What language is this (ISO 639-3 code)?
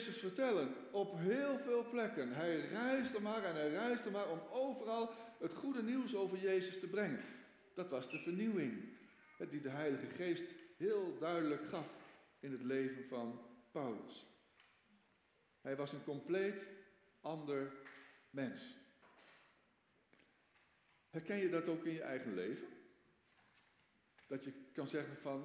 nld